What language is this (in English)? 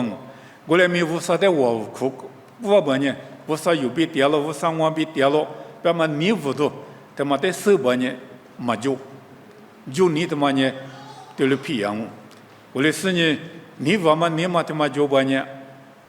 Lisu